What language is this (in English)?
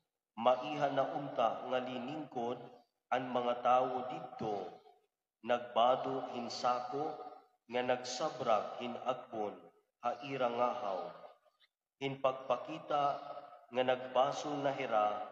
Waray